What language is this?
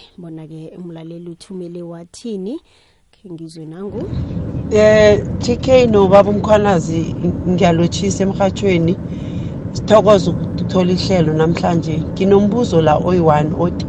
South Ndebele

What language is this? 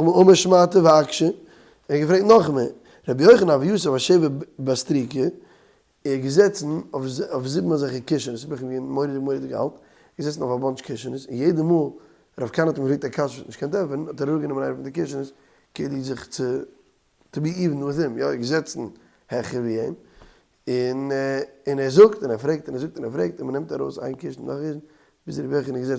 Yiddish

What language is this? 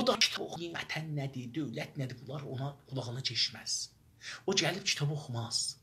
South Azerbaijani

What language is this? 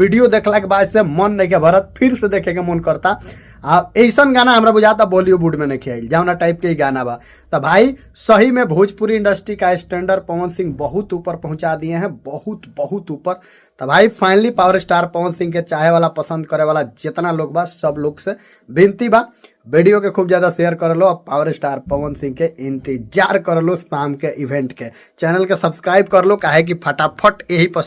Bhojpuri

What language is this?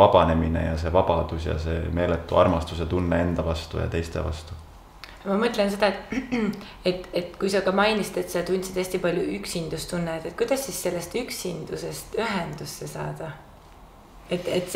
Estonian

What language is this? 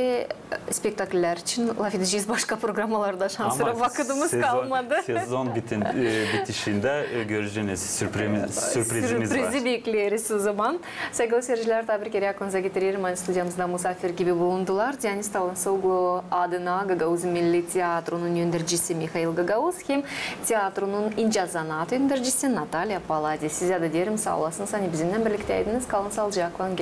Gagauz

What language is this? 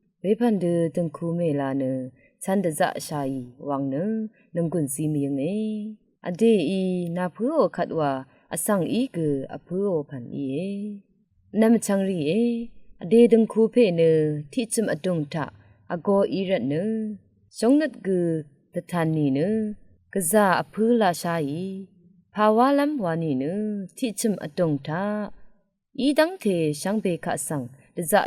Rawang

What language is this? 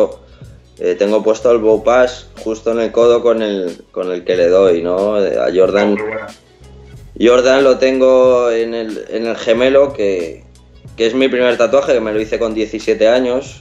Spanish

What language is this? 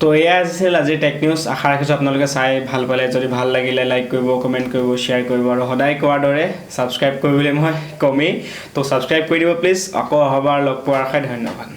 Assamese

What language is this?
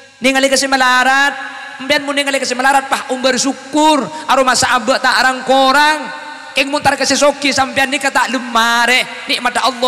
Madurese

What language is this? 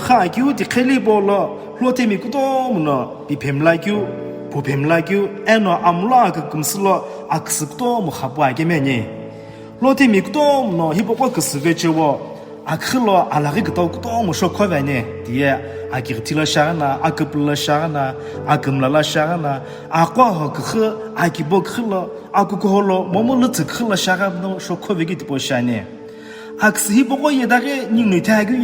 Sumi Naga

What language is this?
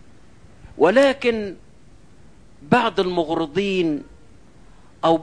Egyptian Arabic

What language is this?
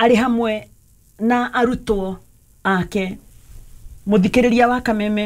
Kikuyu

